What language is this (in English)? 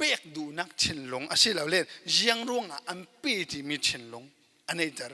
Falam Chin